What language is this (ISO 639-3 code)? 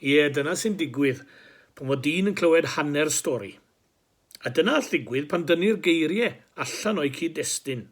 cym